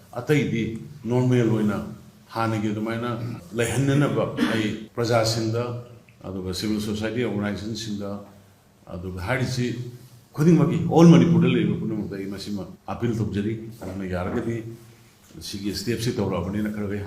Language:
Manipuri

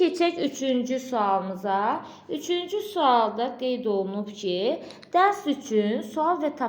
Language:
Azerbaijani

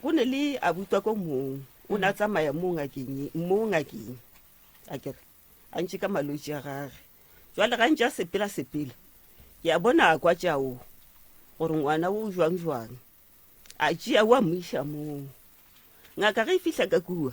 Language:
Northern Sotho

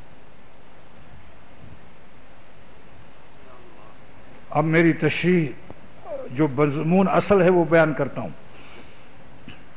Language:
Urdu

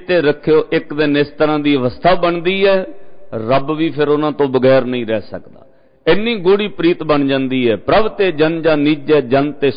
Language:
Punjabi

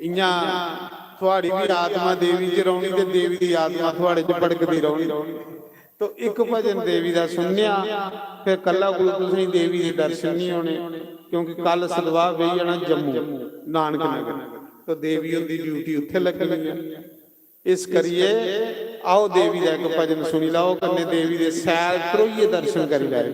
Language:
Dogri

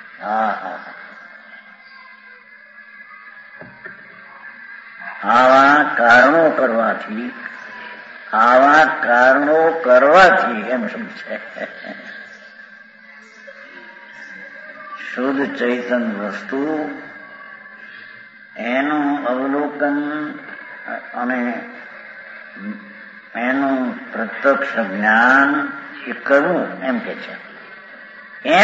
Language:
Gujarati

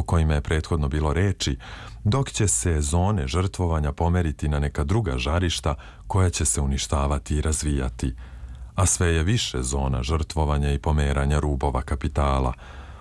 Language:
Serbian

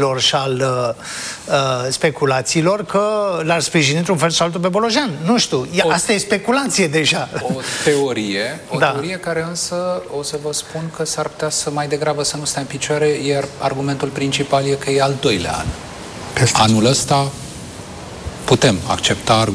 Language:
Romanian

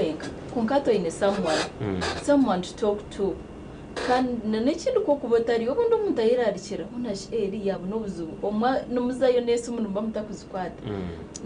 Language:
Nyankole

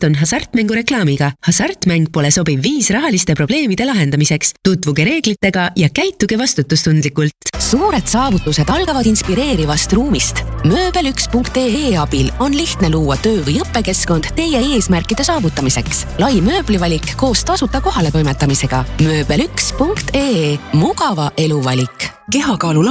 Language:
Estonian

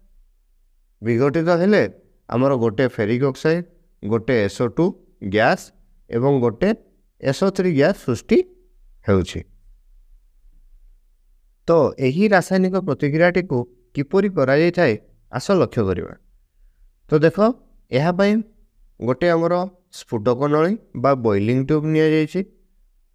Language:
Odia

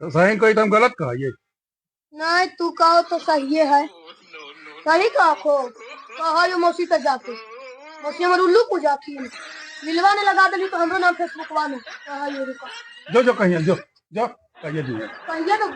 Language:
Magahi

